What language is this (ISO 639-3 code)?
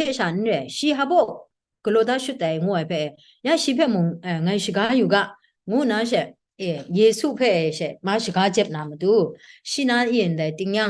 kac